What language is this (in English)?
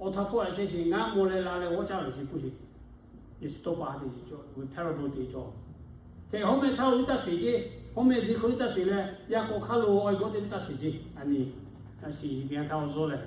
Lahu